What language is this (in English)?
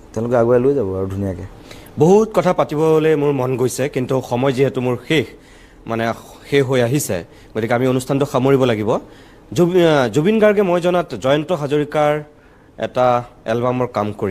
Assamese